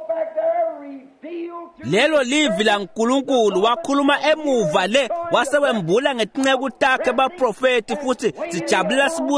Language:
Swati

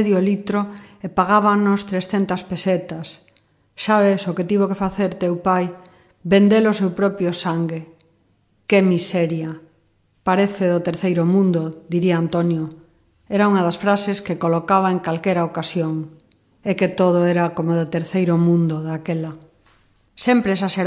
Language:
Galician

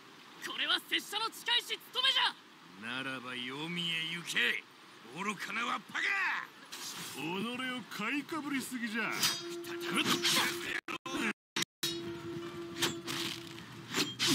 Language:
Japanese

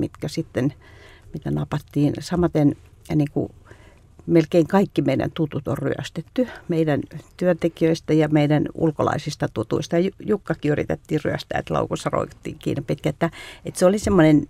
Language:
Finnish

